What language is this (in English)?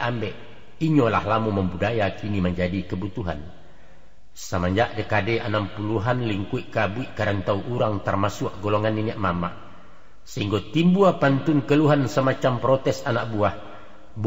Minangkabau